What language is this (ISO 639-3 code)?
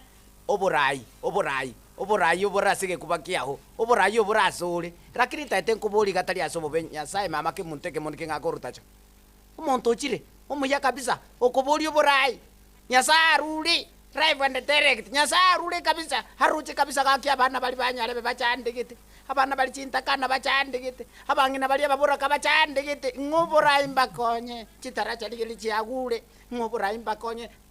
guz